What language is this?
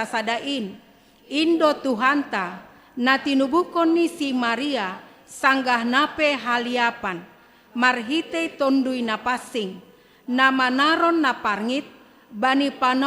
Batak Simalungun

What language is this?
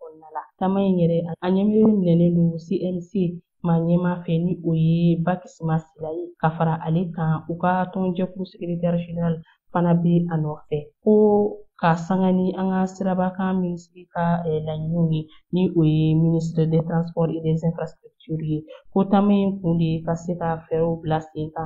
Bambara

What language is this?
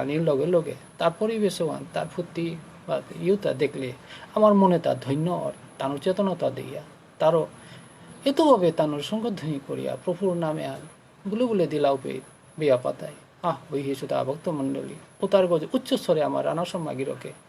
Bishnupriya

